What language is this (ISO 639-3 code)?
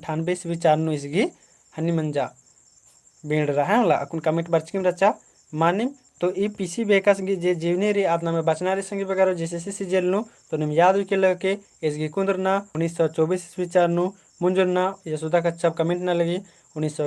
kru